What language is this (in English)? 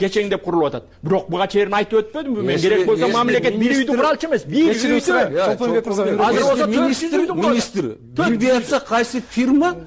Kyrgyz